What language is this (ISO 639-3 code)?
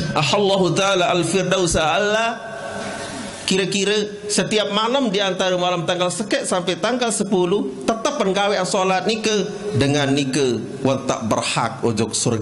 sas